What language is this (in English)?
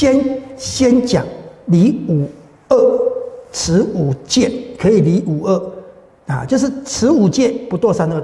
Chinese